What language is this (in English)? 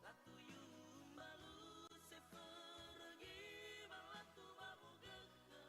Nias